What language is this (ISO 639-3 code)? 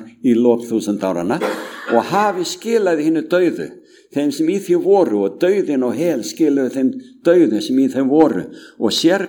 isl